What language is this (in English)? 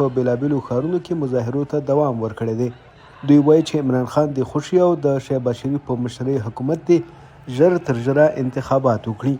Pashto